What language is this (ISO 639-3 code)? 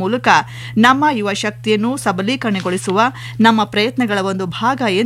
kan